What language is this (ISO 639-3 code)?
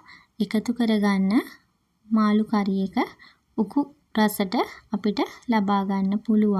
sin